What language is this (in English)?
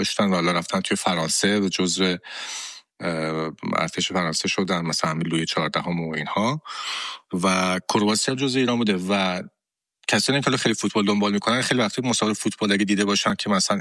Persian